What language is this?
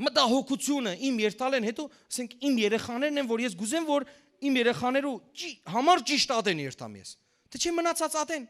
Western Armenian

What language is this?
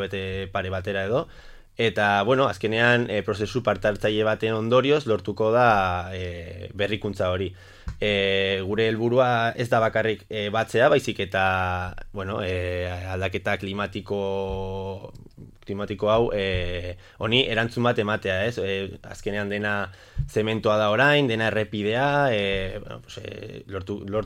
Basque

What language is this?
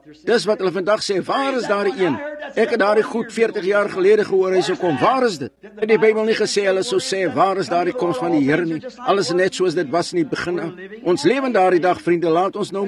Afrikaans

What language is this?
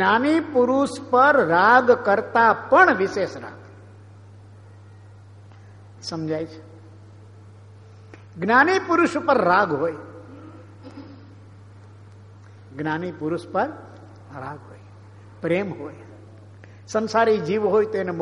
Gujarati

